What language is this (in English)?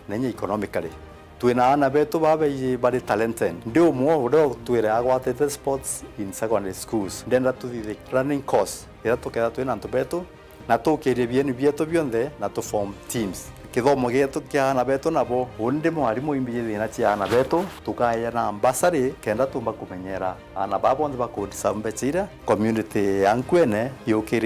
Meru